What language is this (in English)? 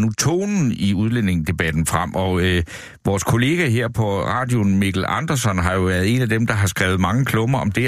Danish